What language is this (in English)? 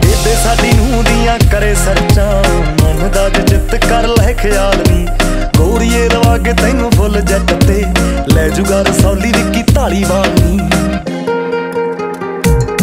Punjabi